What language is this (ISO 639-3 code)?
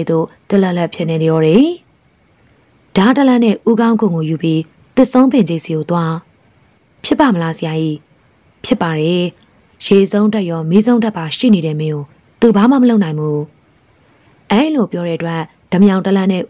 mya